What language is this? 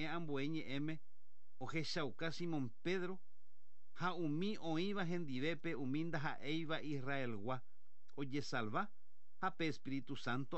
Guarani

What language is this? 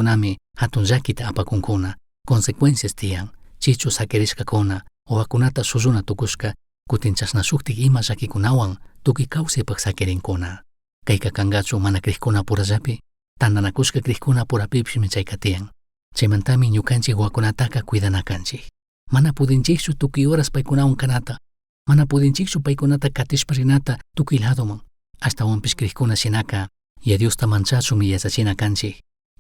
Chimborazo Highland Quichua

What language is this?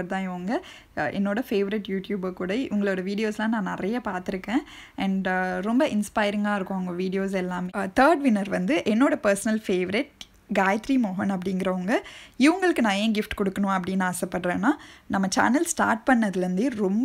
Tamil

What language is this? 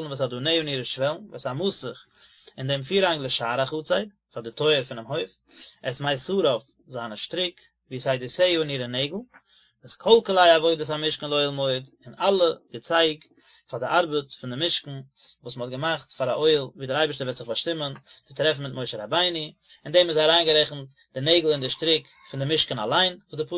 Yiddish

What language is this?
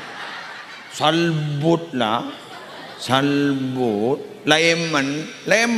Madurese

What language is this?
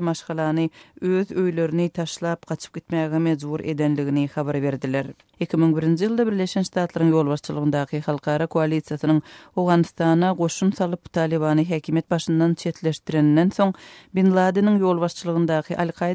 Turkmen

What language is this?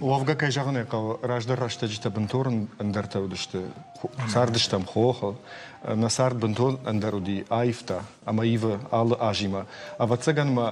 Ossetic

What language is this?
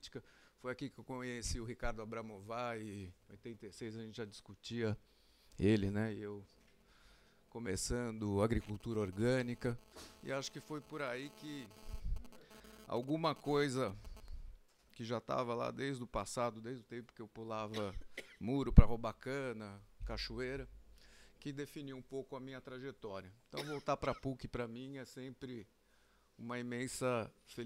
Portuguese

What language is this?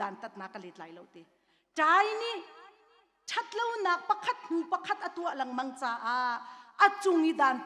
Hakha Chin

